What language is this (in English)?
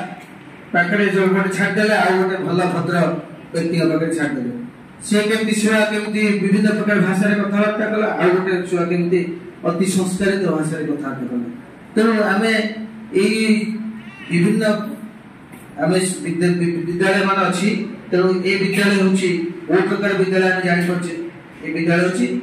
Odia